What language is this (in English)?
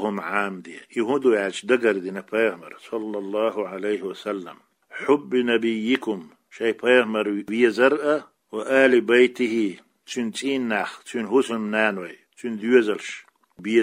Chechen